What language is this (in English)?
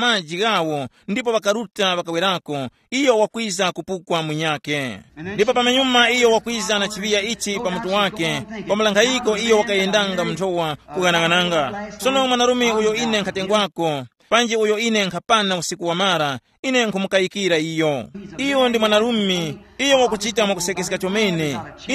Tumbuka